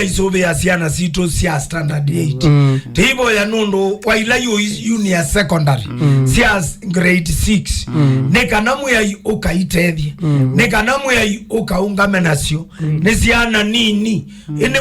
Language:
Kamba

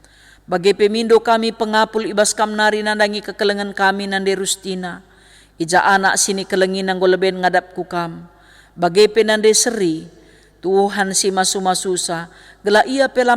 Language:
Batak Karo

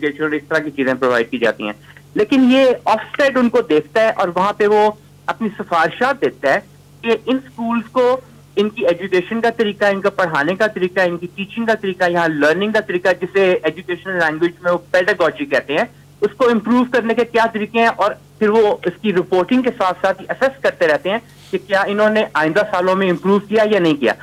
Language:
Urdu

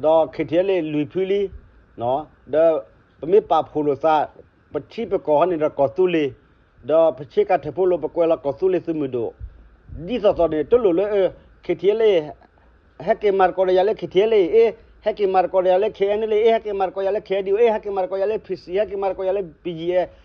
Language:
S'gaw Karen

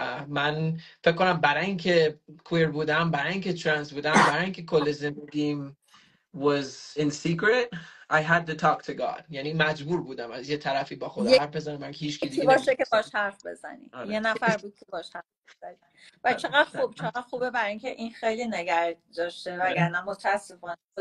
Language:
Persian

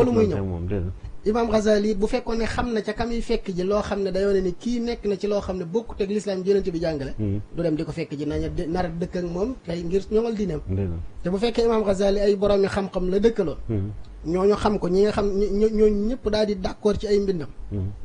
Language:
Wolof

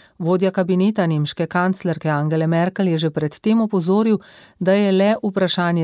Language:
Slovenian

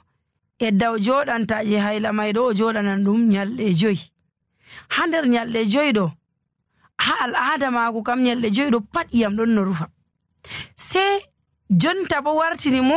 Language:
Nigerian Fulfulde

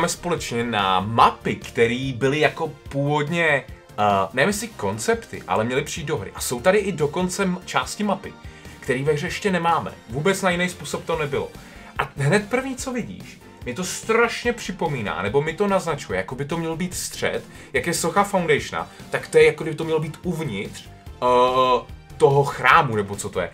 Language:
Czech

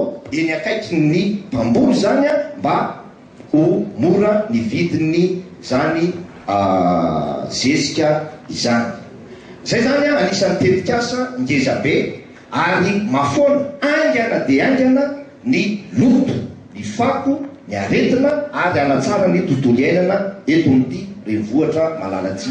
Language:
Malagasy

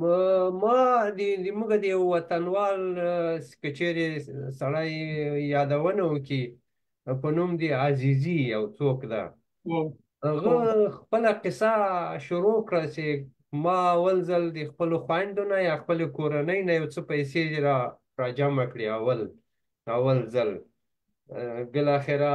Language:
Pashto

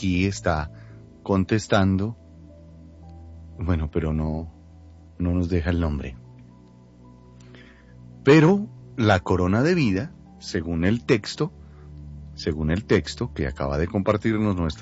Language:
Spanish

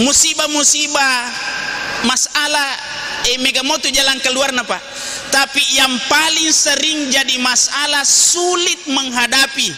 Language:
Buginese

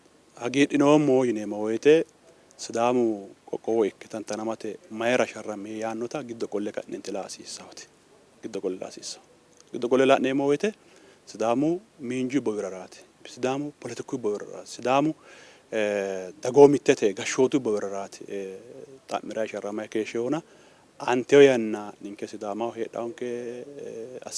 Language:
Sidamo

